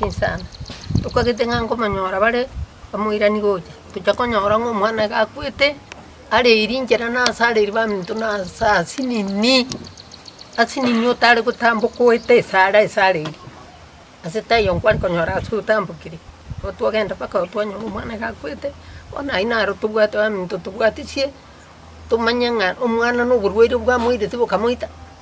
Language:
Gusii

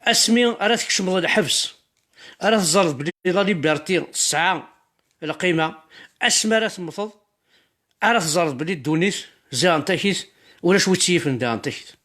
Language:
Kabyle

